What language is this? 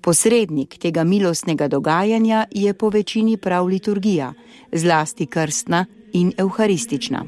Slovenian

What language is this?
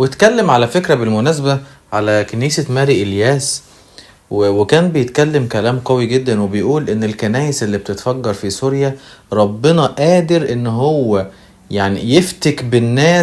Egyptian Arabic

